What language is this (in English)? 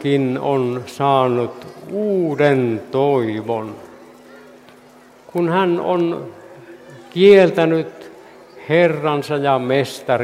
Finnish